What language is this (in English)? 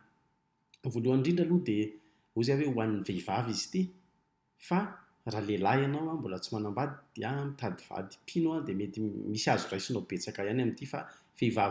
Malagasy